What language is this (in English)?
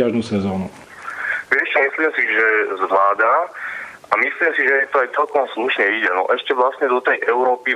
Slovak